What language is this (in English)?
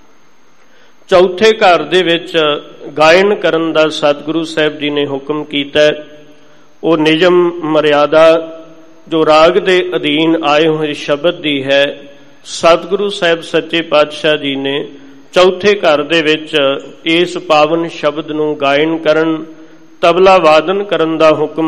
Punjabi